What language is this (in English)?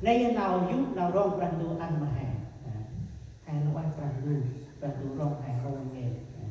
Central Mnong